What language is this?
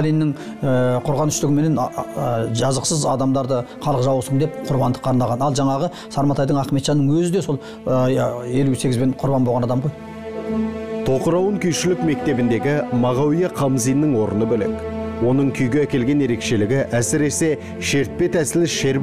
Kazakh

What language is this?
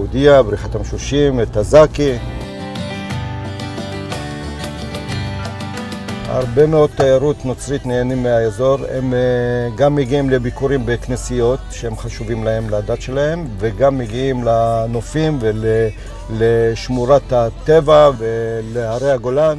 Hebrew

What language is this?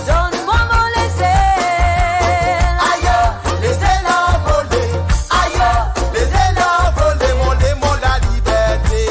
Morisyen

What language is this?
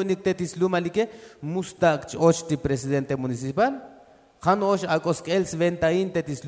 Tzotzil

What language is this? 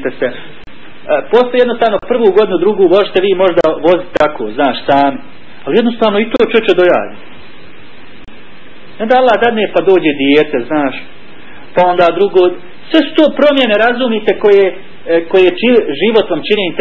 Bosnian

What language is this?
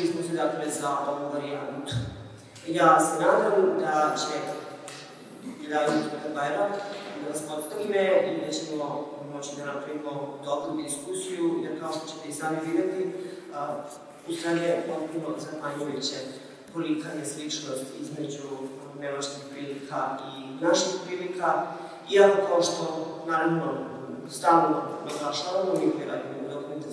Serbian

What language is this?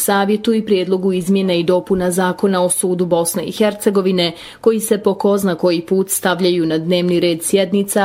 Bosnian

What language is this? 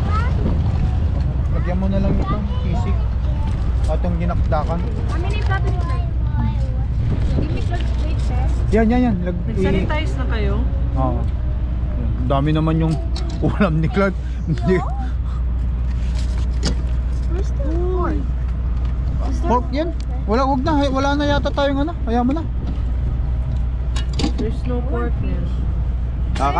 Filipino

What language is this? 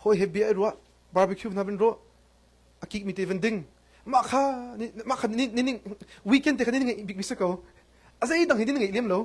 Hakha Chin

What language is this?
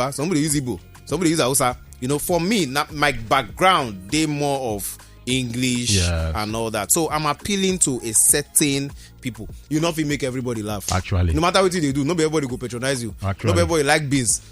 Nigerian Pidgin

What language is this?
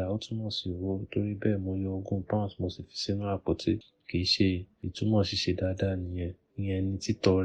Yoruba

